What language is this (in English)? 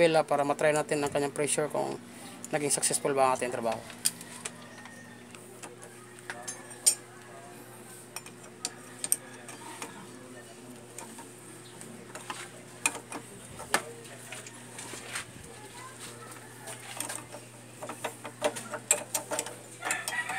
Filipino